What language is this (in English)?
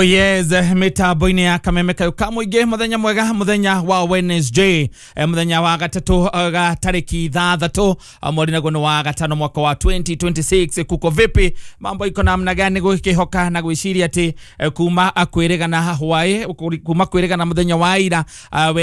Kikuyu